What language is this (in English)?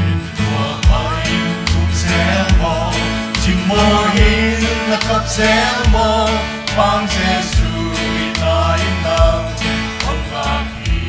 Paite Chin